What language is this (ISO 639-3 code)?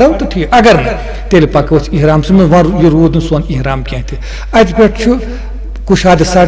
kas